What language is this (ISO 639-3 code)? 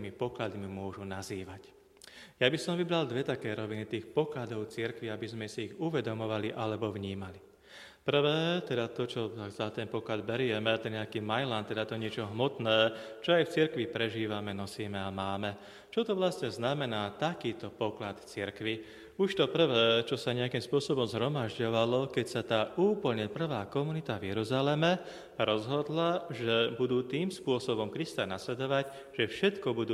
slk